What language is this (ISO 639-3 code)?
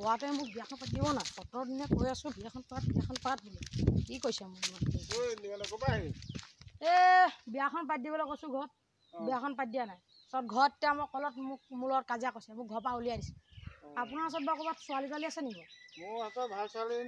asm